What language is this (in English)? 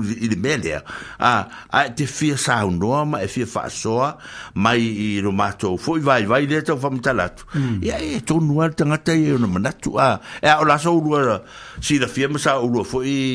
Samoan